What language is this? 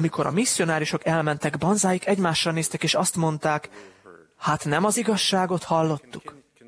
Hungarian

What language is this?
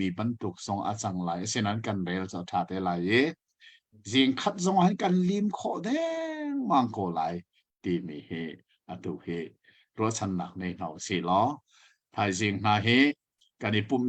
Hakha Chin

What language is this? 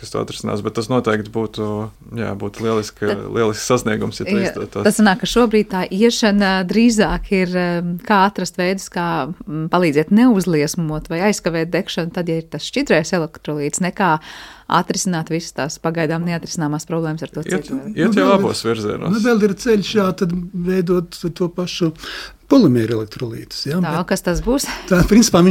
Latvian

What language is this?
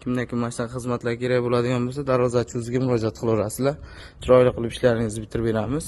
Uzbek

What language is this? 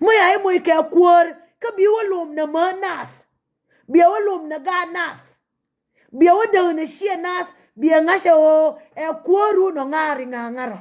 Nuer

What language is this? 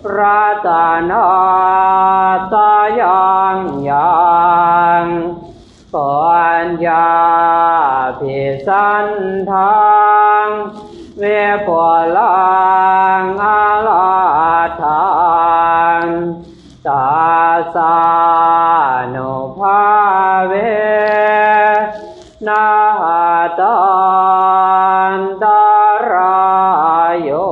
Pali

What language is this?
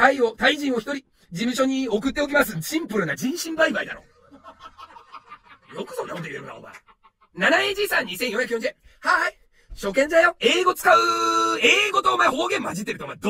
Japanese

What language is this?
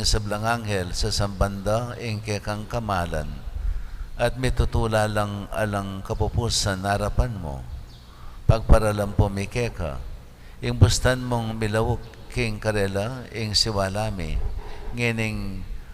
Pampanga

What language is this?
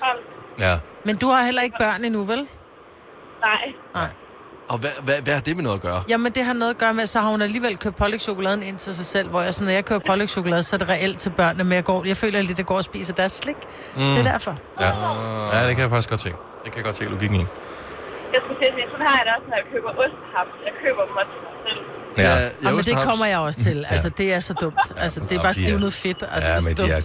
Danish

